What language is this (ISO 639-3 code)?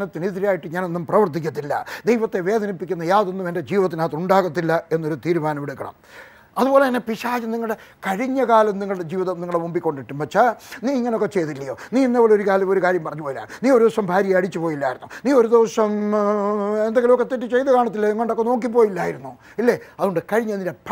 mal